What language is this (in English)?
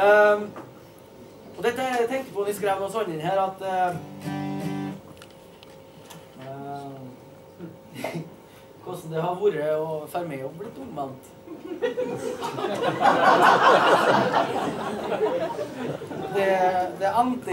Norwegian